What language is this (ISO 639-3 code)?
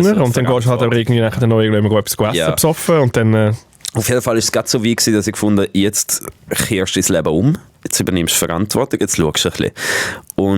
gsw